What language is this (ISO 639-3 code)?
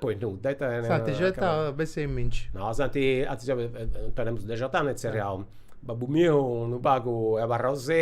srd